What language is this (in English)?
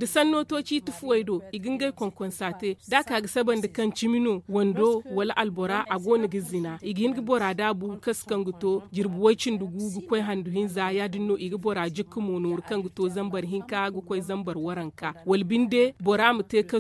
Zarma